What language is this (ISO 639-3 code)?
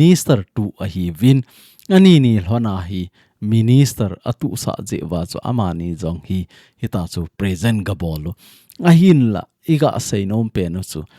tcz